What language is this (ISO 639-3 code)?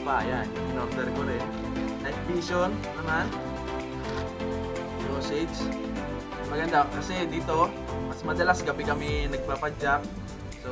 fil